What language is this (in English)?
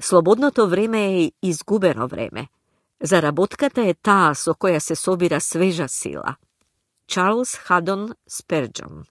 Macedonian